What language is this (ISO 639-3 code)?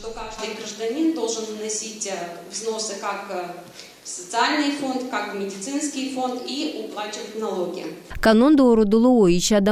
gag